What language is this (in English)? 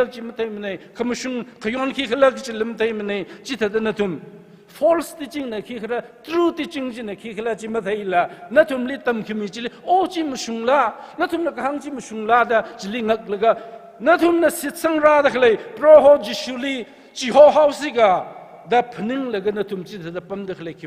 Tangkhul Naga (India)